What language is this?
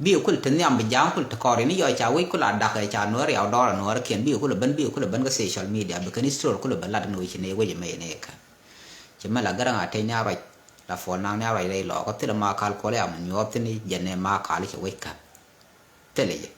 Nuer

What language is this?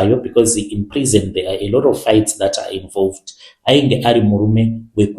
Shona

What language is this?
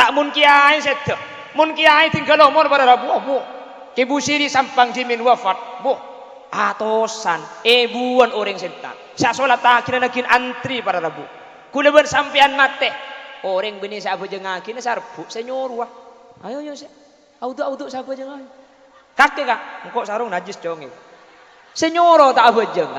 Madurese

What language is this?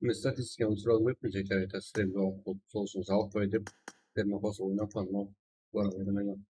Kara-Kalpak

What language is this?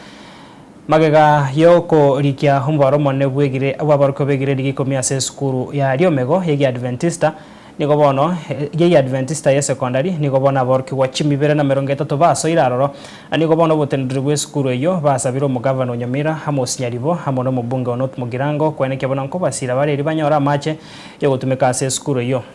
Gusii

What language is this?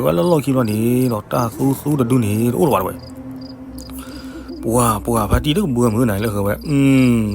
S'gaw Karen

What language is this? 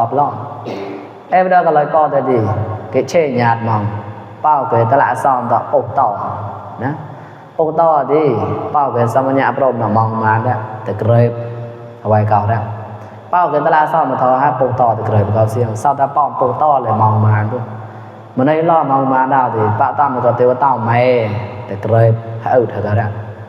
Mon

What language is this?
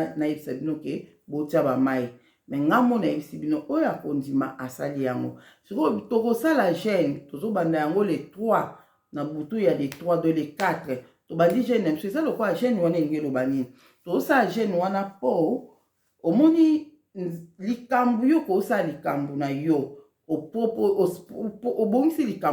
Lingala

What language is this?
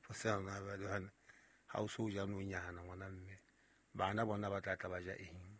Southern Sotho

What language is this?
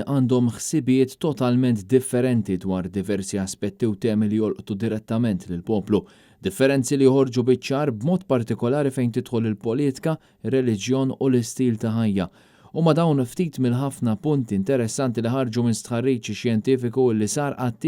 Maltese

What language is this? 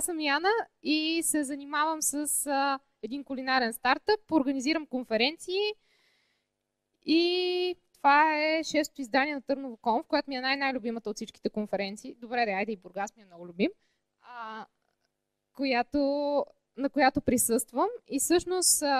Bulgarian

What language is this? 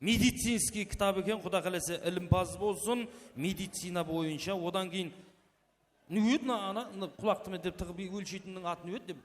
Kara-Kalpak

